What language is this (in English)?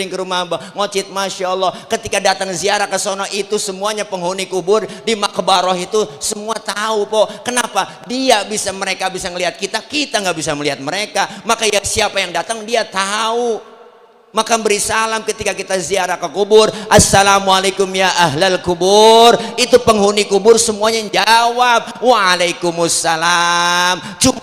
Betawi